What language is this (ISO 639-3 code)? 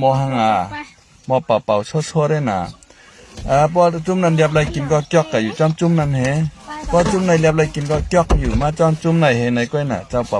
shn